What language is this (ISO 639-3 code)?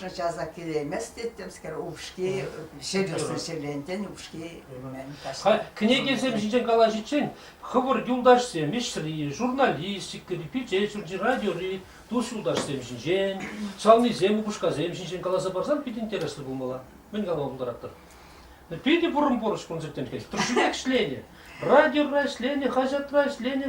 chv